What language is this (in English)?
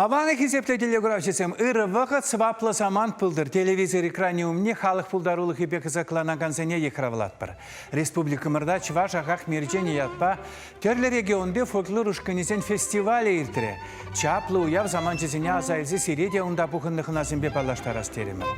Chuvash